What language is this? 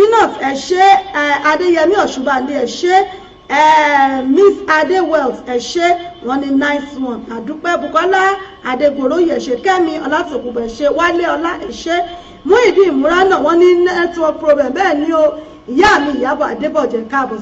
Yoruba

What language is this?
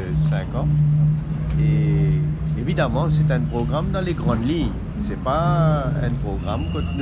Morisyen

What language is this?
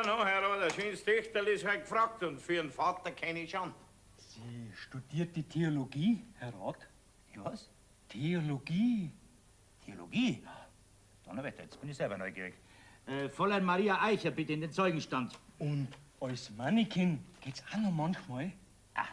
Bavarian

